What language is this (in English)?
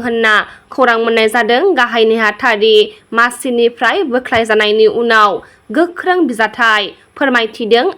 Bodo